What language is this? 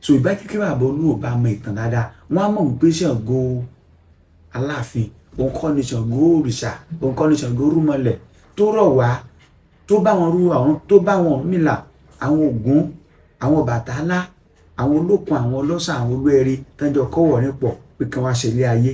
Yoruba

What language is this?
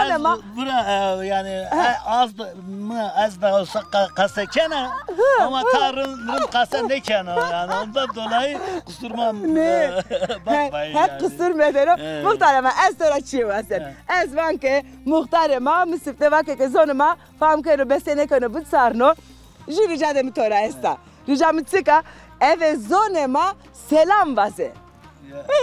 Zaza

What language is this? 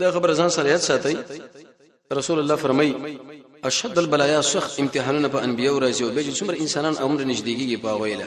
Pashto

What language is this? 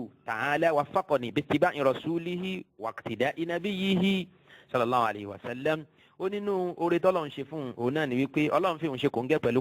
Yoruba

